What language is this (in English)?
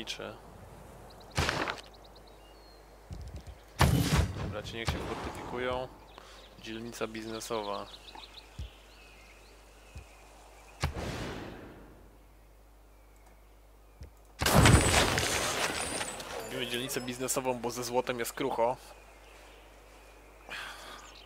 Polish